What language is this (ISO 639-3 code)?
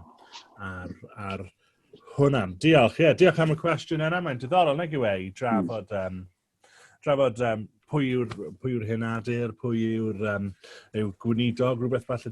cym